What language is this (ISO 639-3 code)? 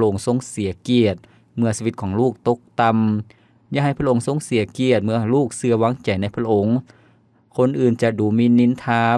lao